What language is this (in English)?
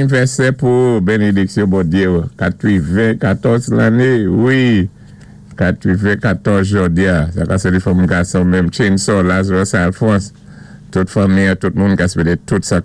Saint Lucian Creole French